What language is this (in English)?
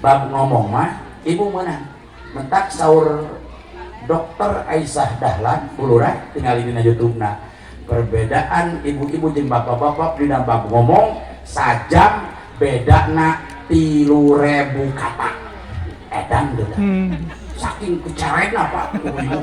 Sundanese